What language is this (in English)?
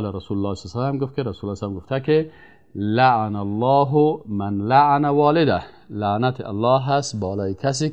Persian